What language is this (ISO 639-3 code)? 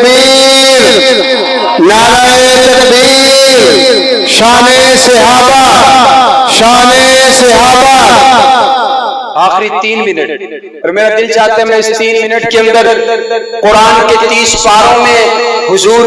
urd